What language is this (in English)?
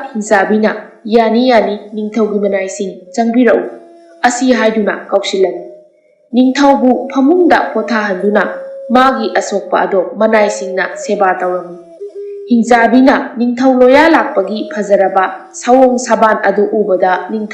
Manipuri